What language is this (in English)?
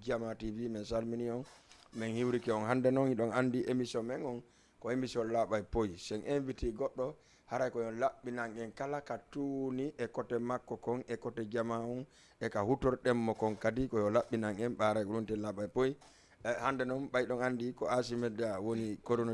Fula